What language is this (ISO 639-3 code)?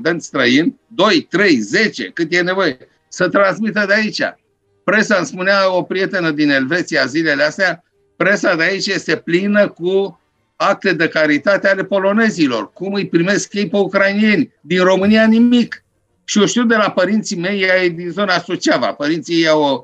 ron